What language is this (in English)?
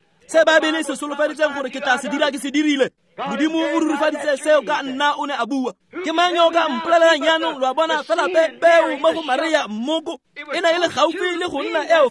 Tswana